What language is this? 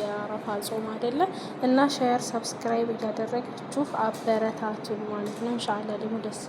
Amharic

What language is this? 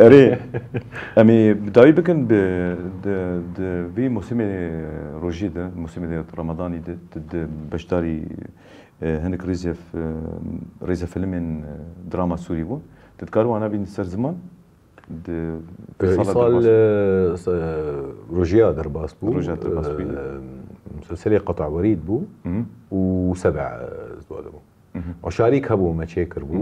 Kurdish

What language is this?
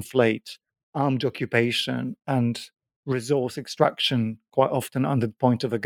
English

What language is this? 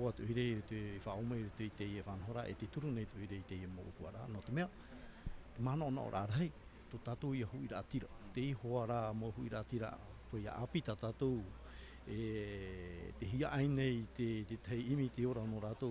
Tahitian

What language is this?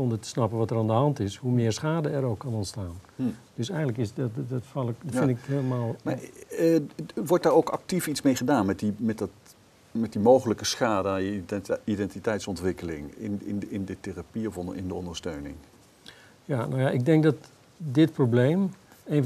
Dutch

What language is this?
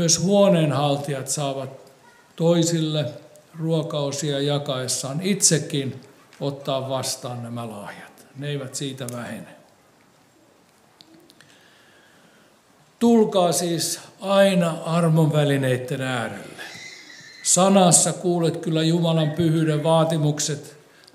Finnish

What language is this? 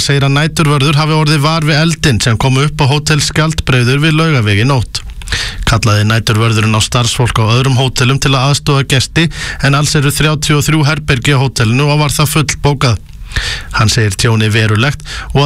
Icelandic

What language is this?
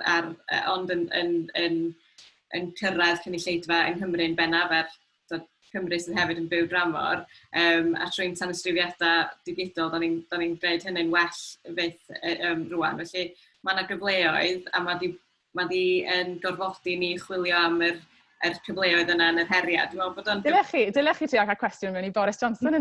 Welsh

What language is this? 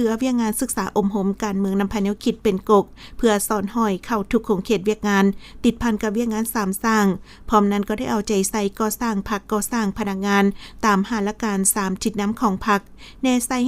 Lao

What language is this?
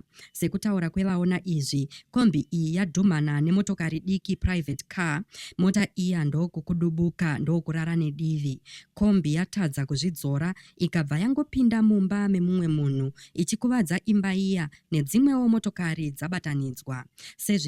Shona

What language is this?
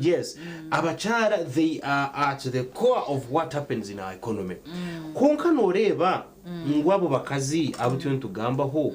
Nyankole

